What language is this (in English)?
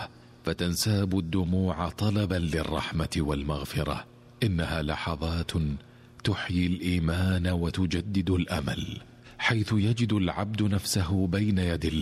Arabic